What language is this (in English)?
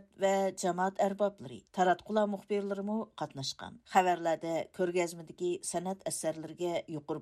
Uyghur